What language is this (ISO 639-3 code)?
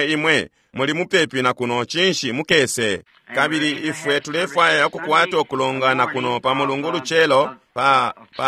bem